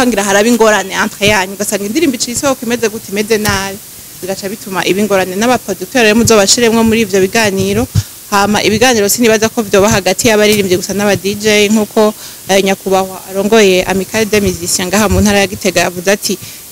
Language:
Rundi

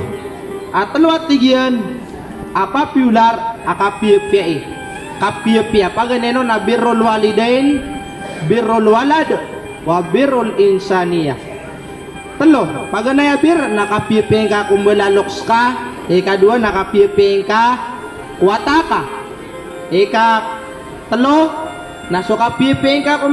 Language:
Maranao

